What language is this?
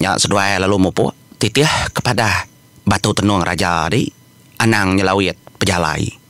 Iban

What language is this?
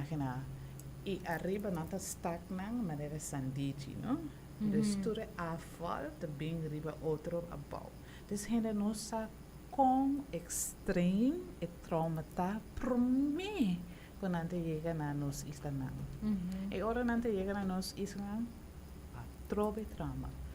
Papiamento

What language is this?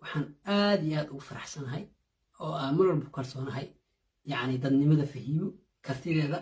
Somali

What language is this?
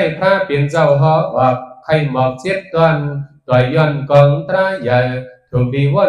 Shan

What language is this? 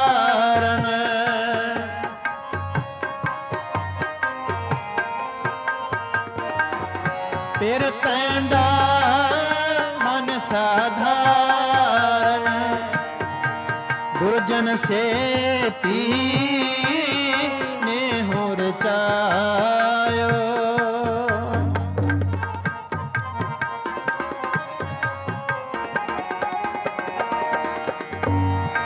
Punjabi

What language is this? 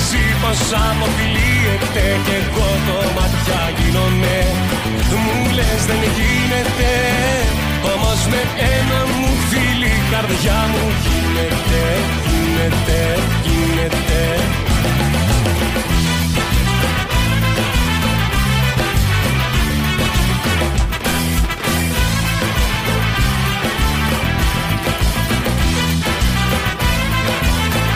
Greek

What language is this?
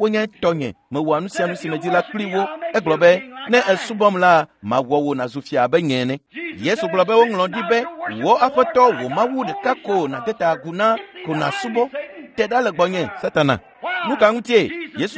Ewe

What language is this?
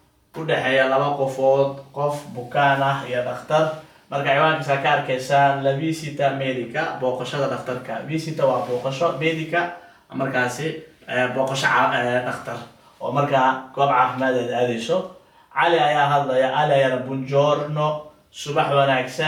Somali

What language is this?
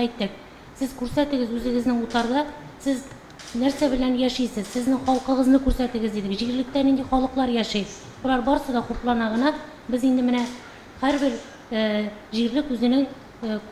Tatar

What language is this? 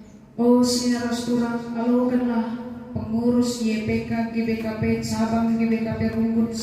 Batak Karo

